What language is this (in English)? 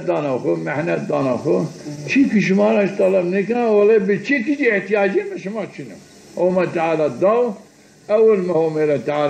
Zaza